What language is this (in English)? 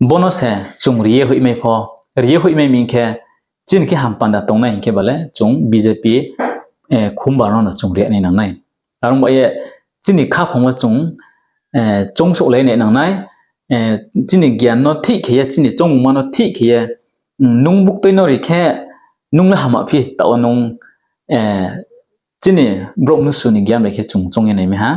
Riang (India)